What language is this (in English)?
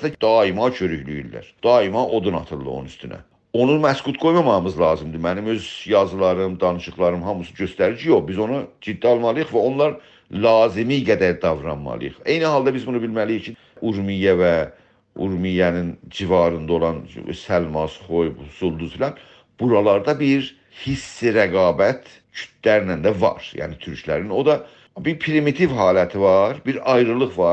South Azerbaijani